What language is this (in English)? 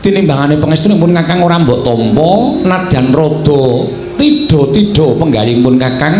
Javanese